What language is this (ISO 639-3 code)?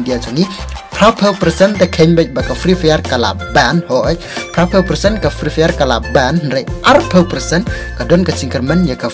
kha